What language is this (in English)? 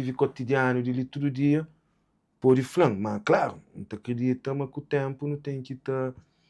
Kabuverdianu